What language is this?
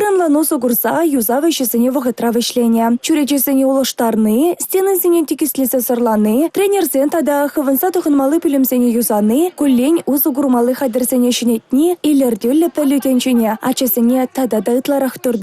Chuvash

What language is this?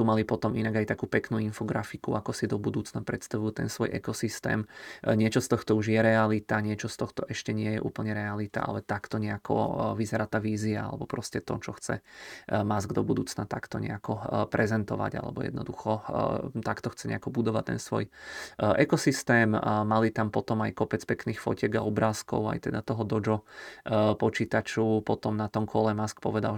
Slovak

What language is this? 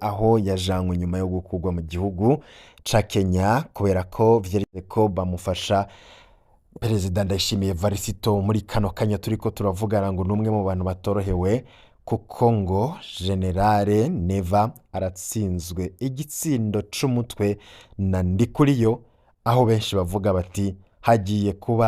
Rundi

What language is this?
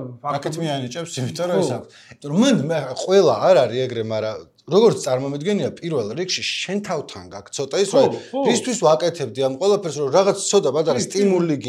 Georgian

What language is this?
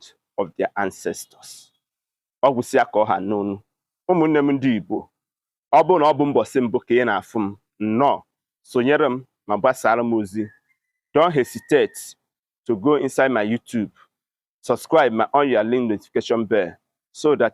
Igbo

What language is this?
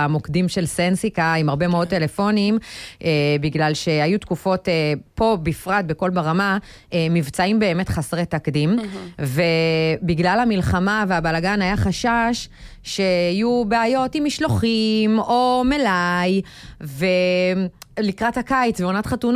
Hebrew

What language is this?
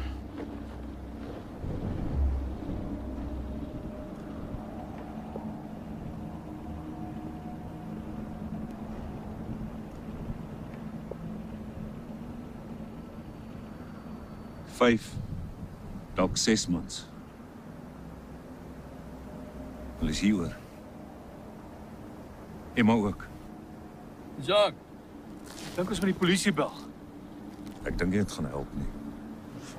Afrikaans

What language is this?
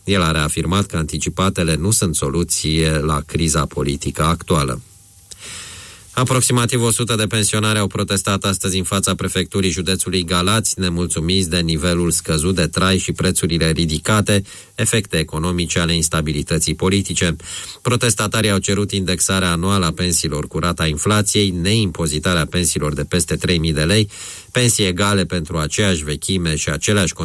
Romanian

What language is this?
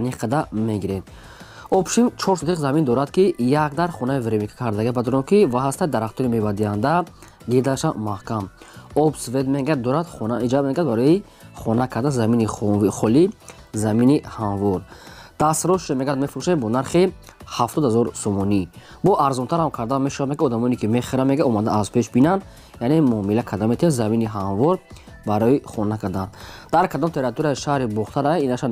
Tajik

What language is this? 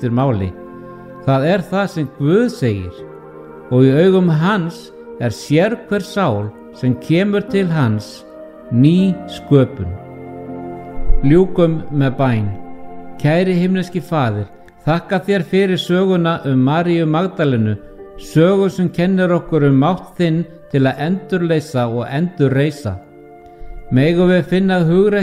Icelandic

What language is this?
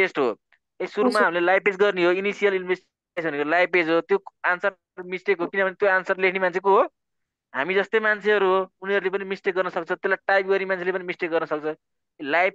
Nepali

